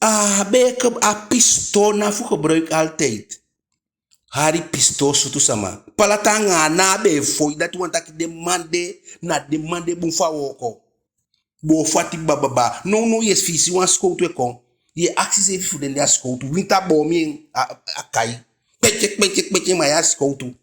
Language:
Eastern Maroon Creole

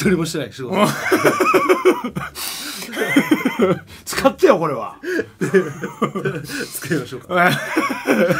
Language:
Japanese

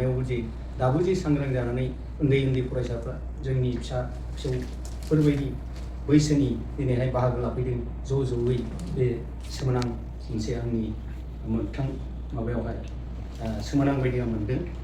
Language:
Bodo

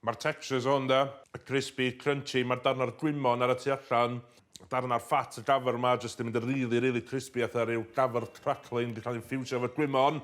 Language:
Welsh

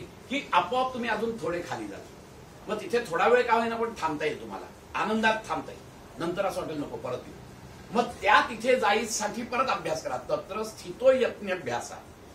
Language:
Marathi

